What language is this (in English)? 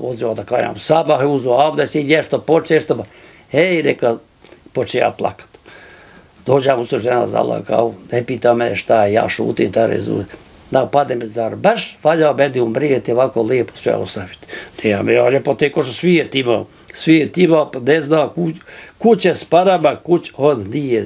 Bosnian